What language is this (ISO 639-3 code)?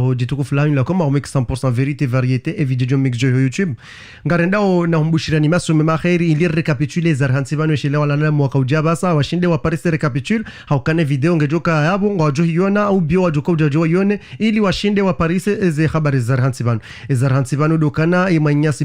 zdj